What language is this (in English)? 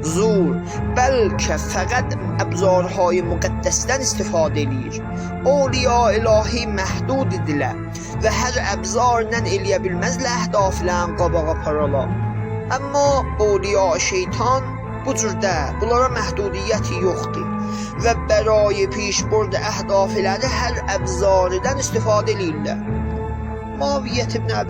South Azerbaijani